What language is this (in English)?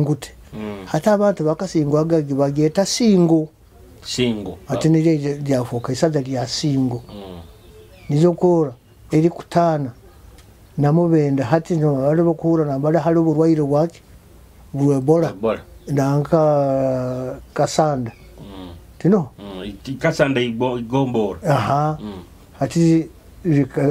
Nyoro